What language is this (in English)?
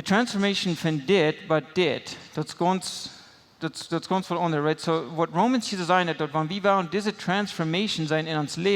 Plautdietsch